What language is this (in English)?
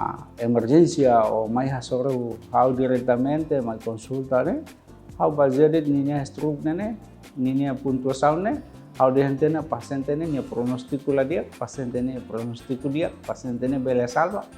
Tetum